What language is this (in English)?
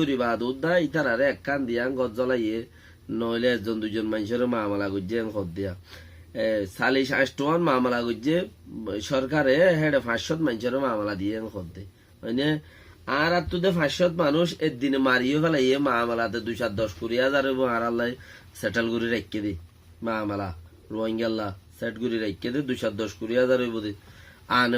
Rohingya